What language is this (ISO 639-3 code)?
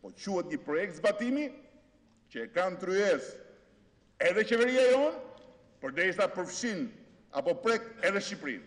sqi